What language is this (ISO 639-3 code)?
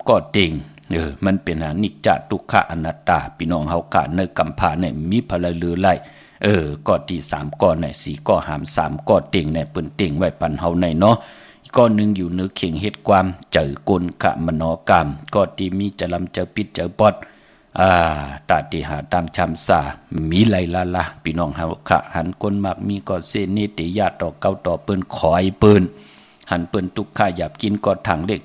shn